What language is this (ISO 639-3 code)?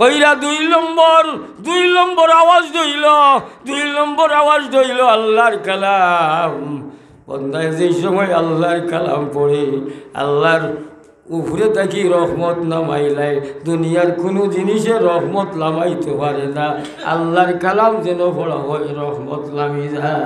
syl